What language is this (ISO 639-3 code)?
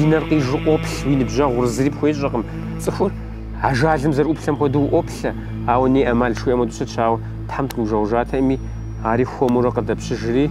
kbd